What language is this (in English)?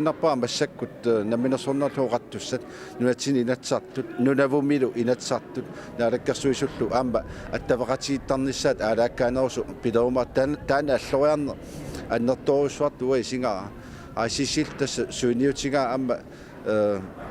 Kalaallisut